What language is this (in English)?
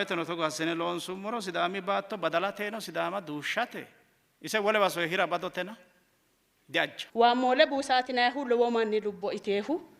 Sidamo